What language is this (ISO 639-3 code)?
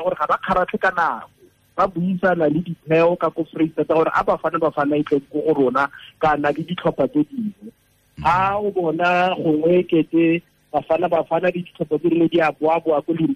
tsn